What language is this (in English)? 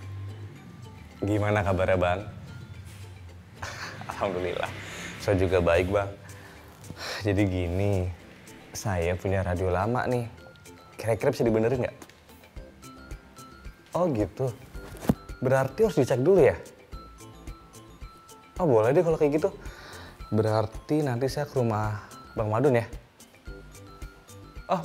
Indonesian